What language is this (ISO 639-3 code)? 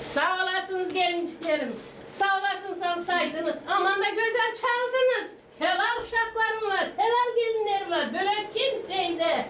gag